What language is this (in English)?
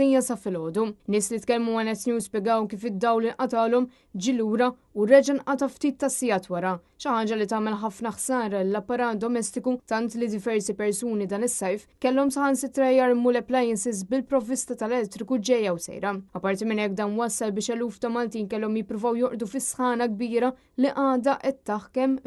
Maltese